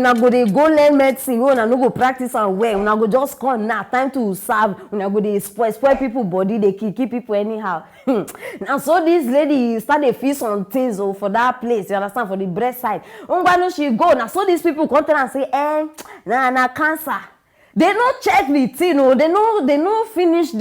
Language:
Nigerian Pidgin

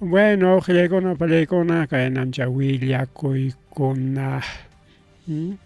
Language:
Ayacucho Quechua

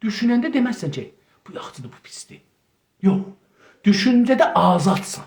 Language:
South Azerbaijani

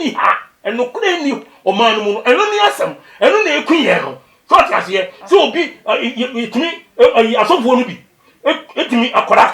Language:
Akan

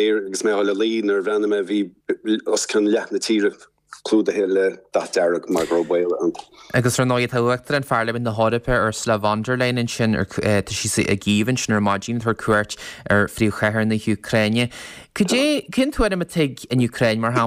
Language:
Irish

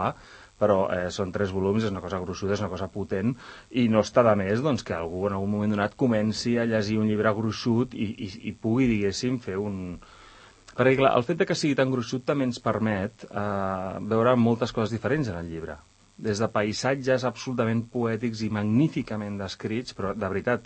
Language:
Catalan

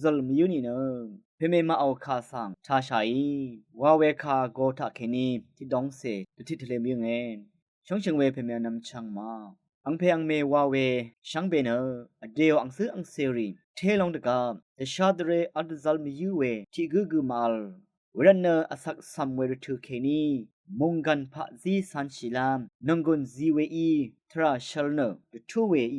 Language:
Rawang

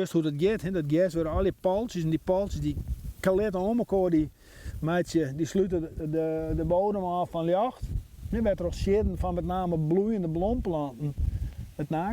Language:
Western Frisian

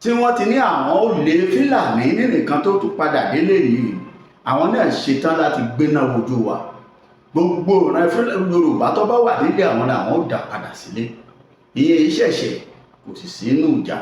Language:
Yoruba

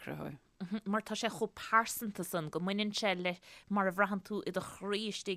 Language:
Irish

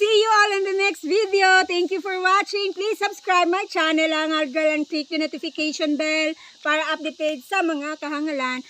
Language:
Cebuano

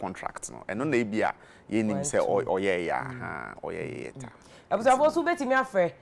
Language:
Akan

